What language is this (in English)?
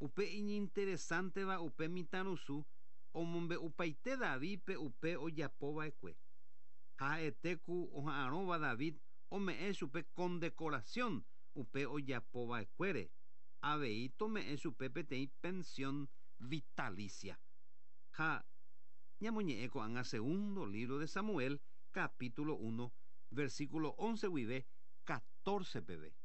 Guarani